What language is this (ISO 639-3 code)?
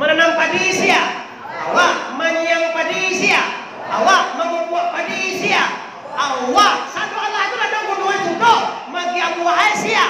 min